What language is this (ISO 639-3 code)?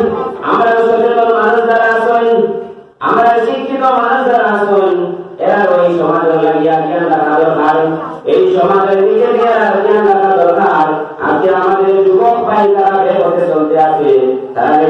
syl